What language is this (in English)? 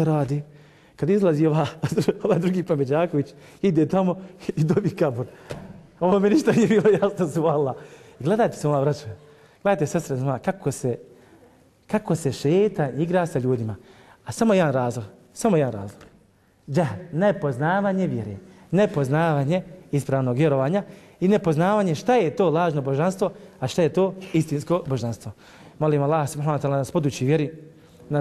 Bosnian